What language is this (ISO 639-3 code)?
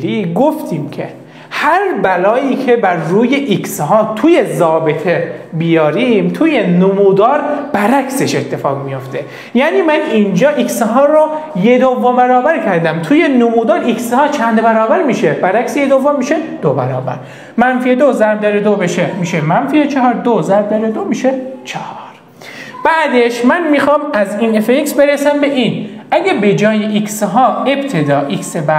fas